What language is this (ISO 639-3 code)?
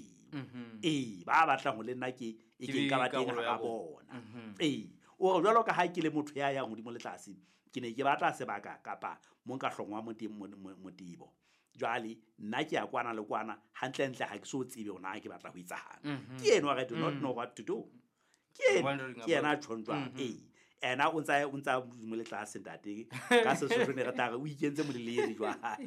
sot